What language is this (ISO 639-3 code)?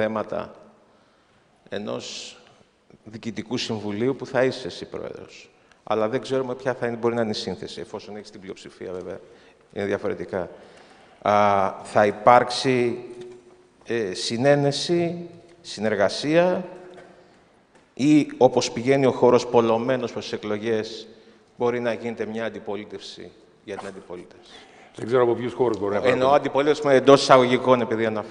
ell